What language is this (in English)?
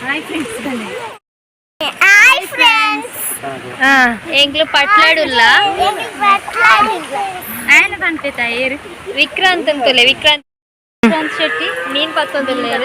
Tulu